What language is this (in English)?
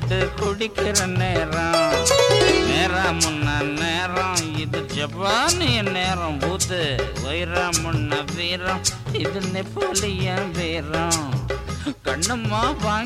Tamil